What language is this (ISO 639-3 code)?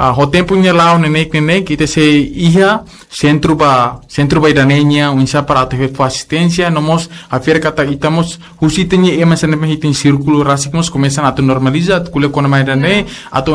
tet